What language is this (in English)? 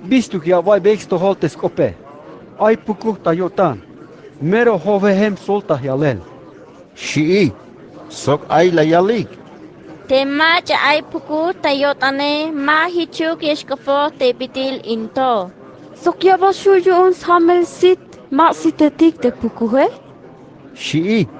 Tzeltal